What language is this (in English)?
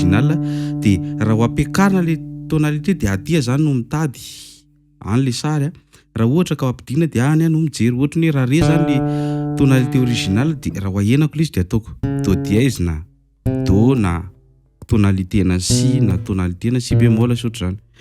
Malagasy